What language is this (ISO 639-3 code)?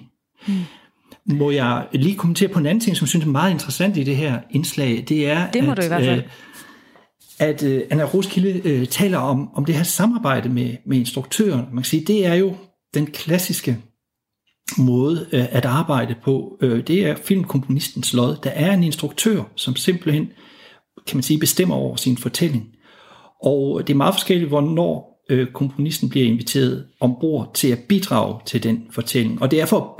dan